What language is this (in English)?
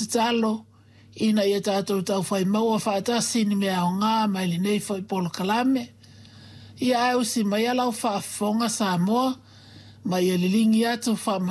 Samoan